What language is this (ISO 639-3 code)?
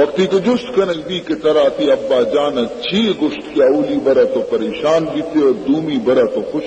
bal